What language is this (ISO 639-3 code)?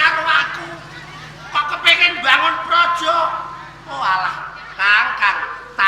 jav